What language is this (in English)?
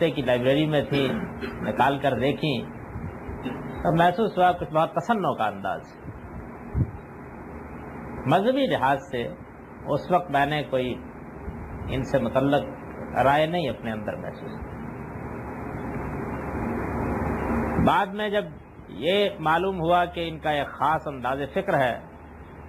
Urdu